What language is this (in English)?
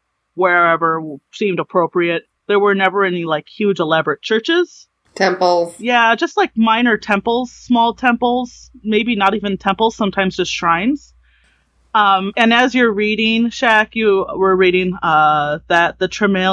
English